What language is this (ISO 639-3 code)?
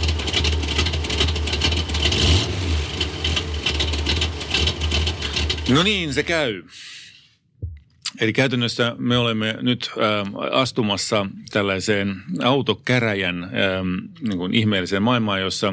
fin